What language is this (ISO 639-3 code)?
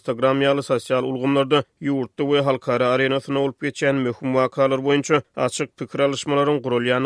tuk